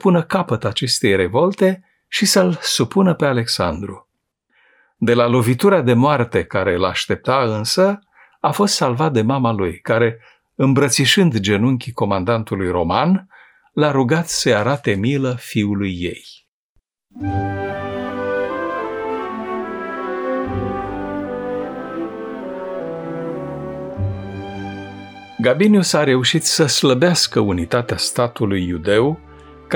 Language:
Romanian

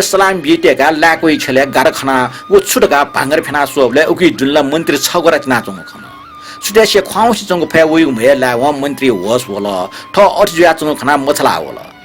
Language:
Newari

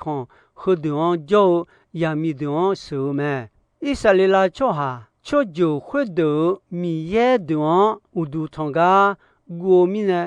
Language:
Akha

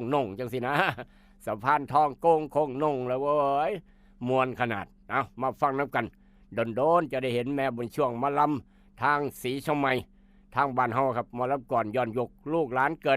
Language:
Northeastern Thai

